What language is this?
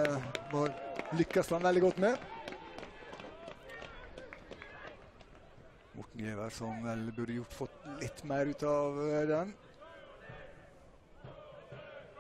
Norwegian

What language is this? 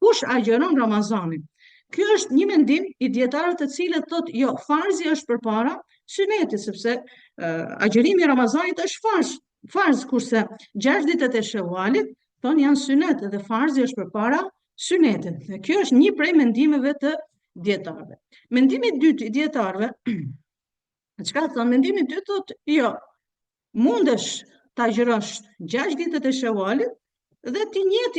Albanian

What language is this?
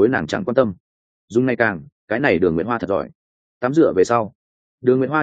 Vietnamese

